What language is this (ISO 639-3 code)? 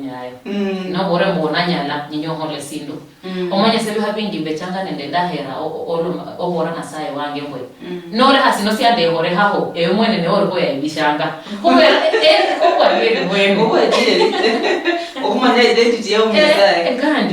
luy